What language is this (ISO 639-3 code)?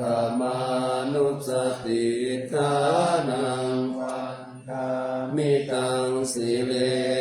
pli